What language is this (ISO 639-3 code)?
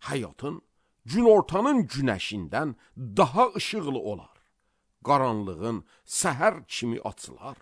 aze